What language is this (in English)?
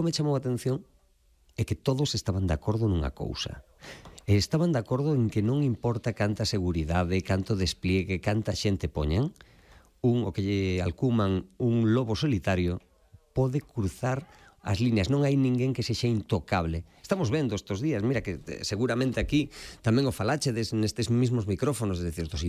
Galician